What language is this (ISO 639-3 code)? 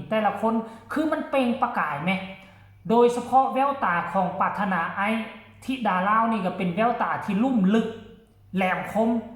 tts